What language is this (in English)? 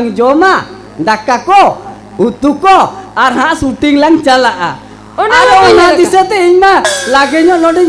Santali